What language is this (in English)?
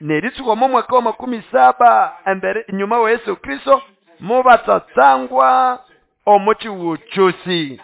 Nande